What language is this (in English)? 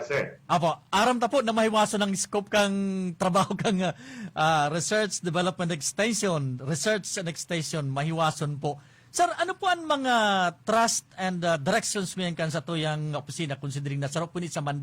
Bikol